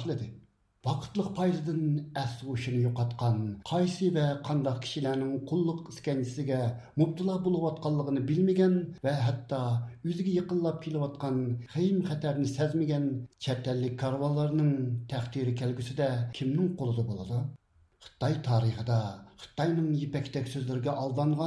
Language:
Uyghur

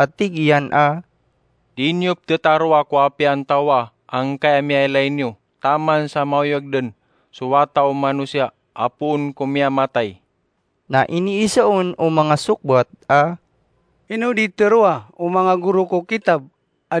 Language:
Maranao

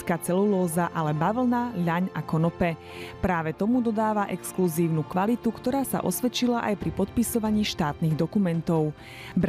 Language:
Slovak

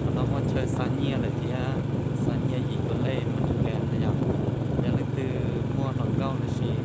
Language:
Hmong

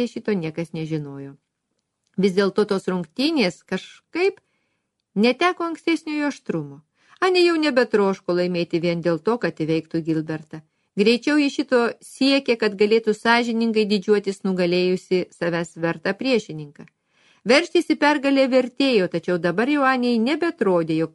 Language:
Lithuanian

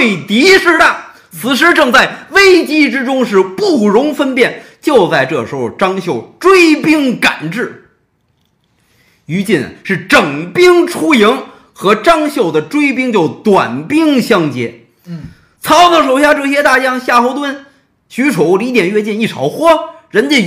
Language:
Chinese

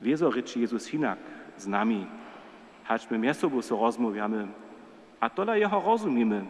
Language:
Upper Sorbian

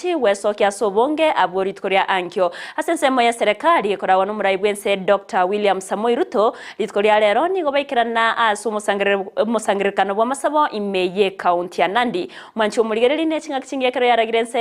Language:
Gusii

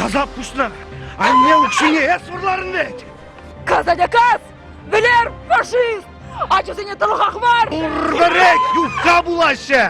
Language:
Chuvash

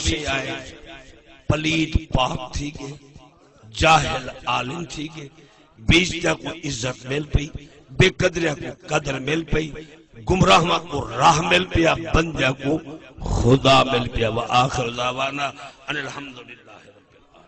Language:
Saraiki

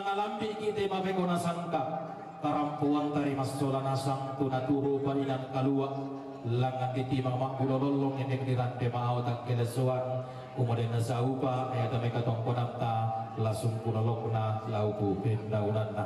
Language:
Toraja-Sa'dan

